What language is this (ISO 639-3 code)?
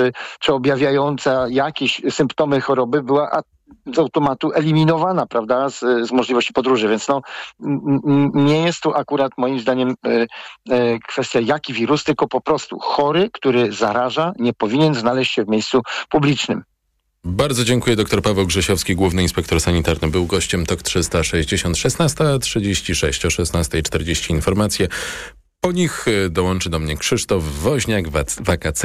pol